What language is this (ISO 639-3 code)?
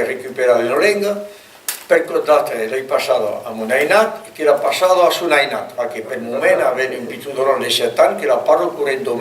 oci